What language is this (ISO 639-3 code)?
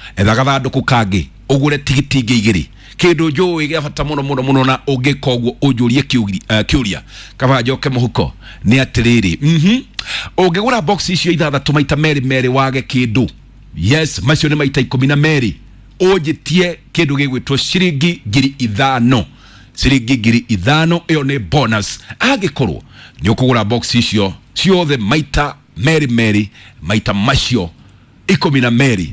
kik